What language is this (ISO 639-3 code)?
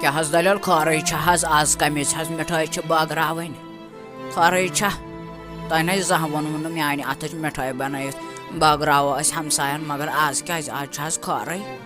kas